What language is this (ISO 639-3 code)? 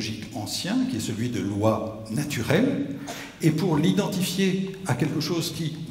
fra